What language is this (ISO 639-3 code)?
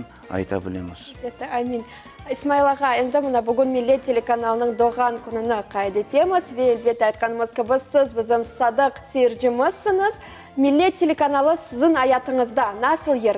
crh